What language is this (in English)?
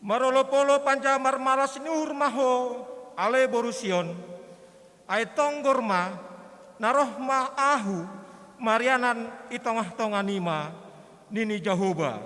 Batak Simalungun